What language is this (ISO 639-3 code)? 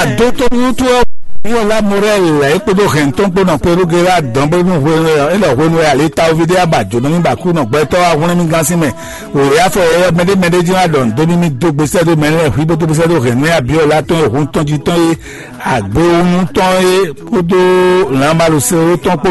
fon